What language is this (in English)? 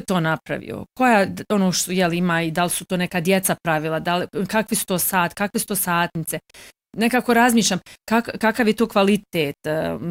Croatian